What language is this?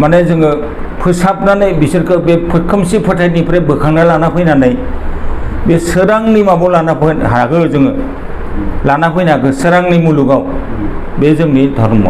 Bodo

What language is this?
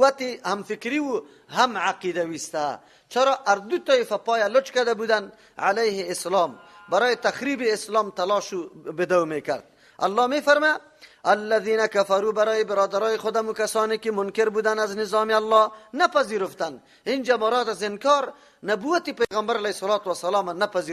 Persian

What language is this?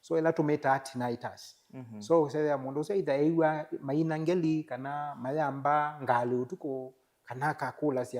Kamba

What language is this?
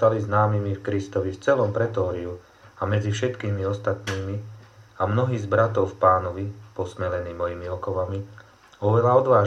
Slovak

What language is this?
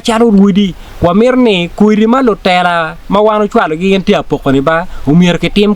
Acoli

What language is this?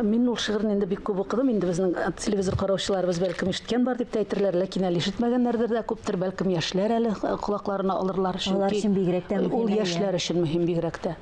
Tatar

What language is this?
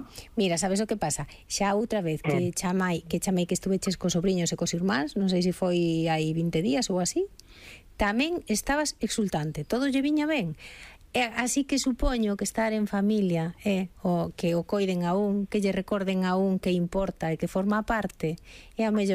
Galician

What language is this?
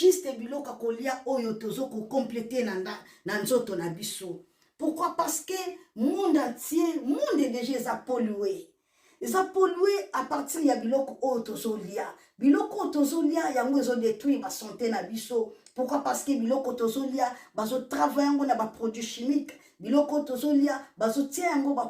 Lingala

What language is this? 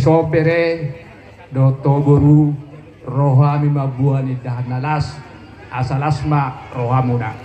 Batak Toba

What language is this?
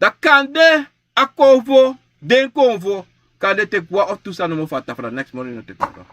Sranan Tongo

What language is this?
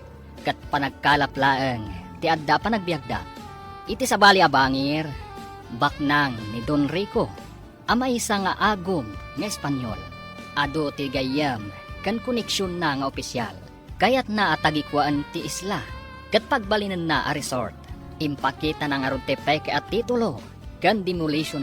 Iloko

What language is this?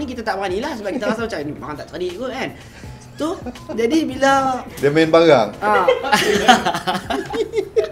Malay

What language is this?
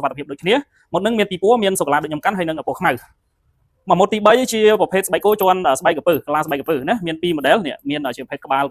Khmer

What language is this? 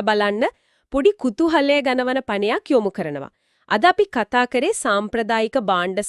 Sinhala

